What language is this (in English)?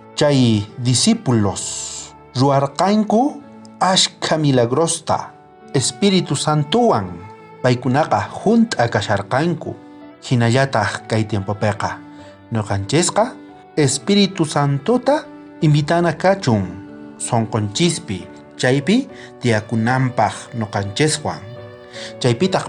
South Bolivian Quechua